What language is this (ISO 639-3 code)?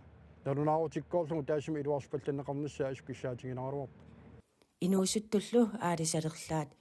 kal